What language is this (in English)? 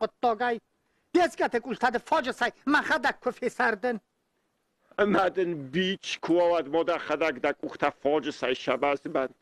Ossetic